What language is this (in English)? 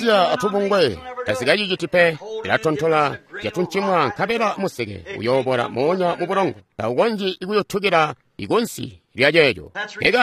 Tonga (Zambia)